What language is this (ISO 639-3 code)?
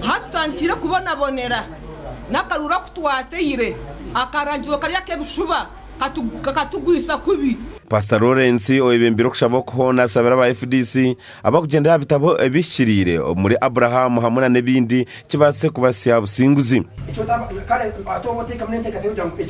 nyn